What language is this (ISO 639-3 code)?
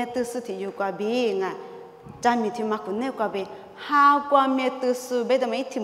lis